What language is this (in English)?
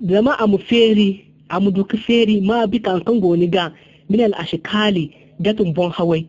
Zarma